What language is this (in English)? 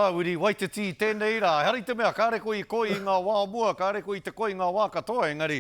Māori